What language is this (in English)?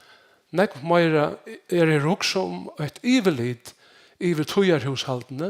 Faroese